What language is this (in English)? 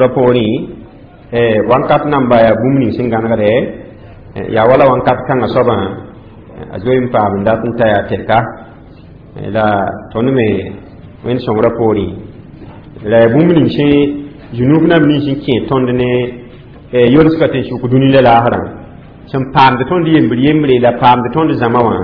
Mossi